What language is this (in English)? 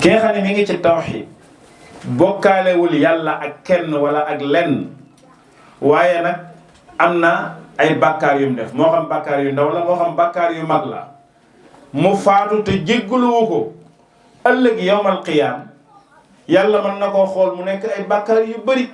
Wolof